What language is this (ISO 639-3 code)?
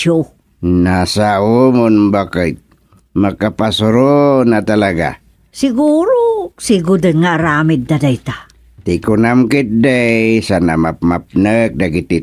ilo